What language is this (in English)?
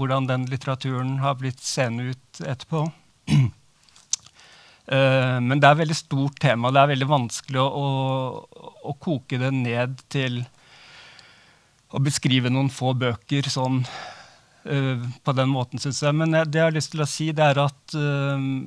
Norwegian